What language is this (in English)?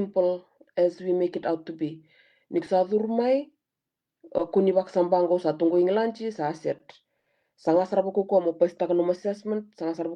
Fijian